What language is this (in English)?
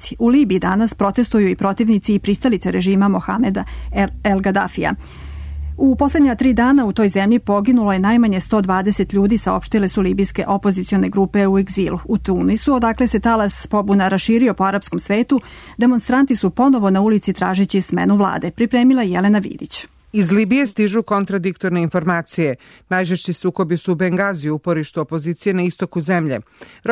Serbian